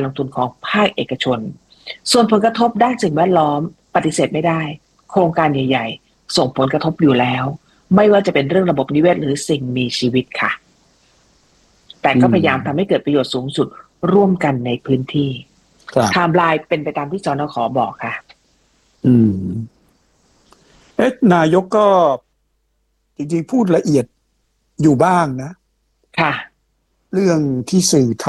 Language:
Thai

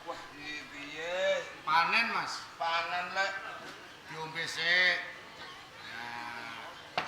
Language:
Javanese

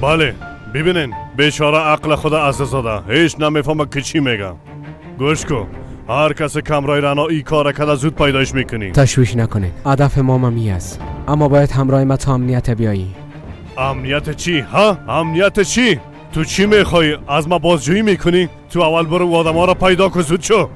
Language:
Persian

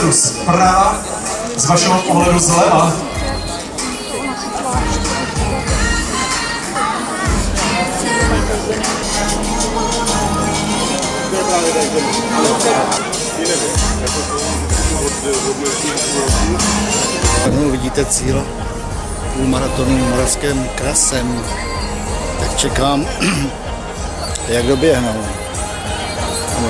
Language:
Czech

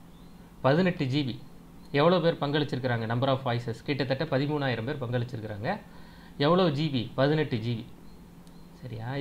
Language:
Tamil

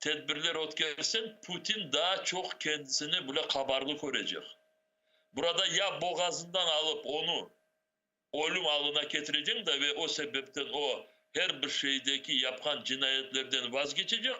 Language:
Crimean Tatar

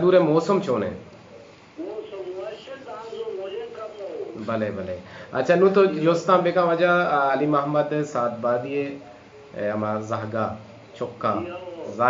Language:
Baluchi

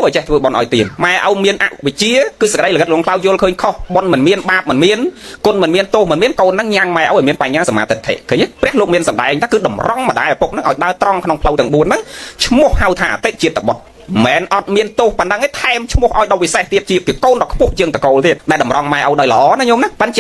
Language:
Khmer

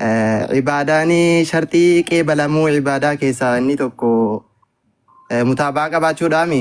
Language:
Oromo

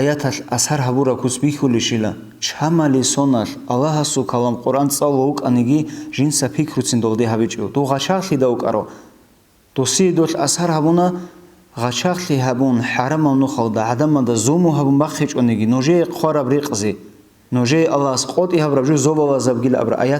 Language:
Avaric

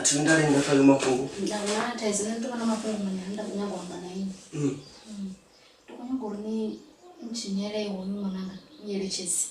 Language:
Venda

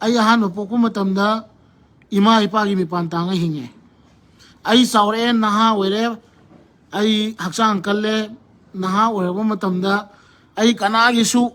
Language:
Manipuri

